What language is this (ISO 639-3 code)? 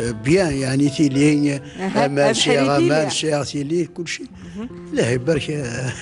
kab